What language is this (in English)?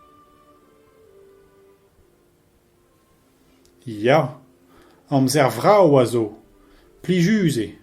Breton